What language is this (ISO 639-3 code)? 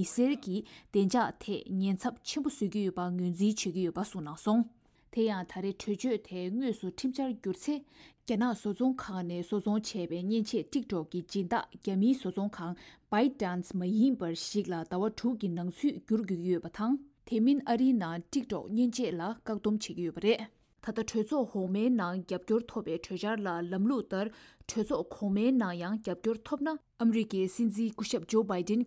bod